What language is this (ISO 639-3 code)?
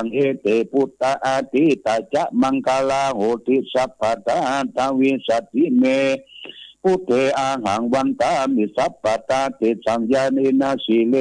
pli